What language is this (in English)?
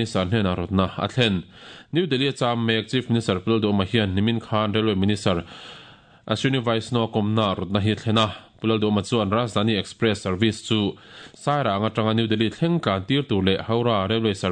Mizo